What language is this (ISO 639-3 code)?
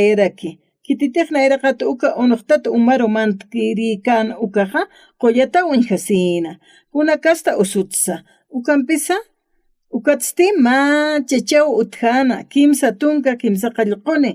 aym